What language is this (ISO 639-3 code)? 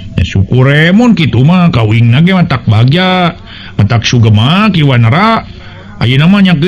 sun